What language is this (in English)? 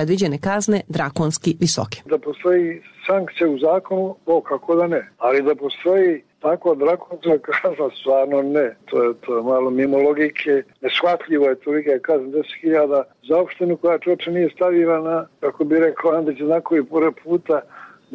Serbian